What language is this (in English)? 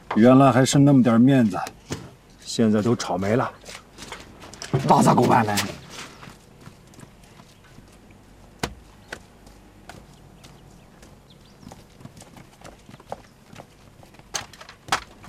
Chinese